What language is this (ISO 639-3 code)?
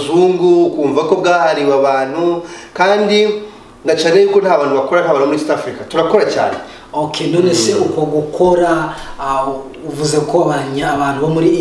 kin